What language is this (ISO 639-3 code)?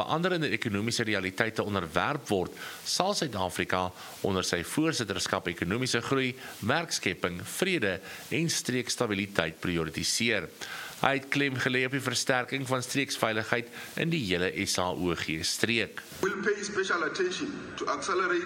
afr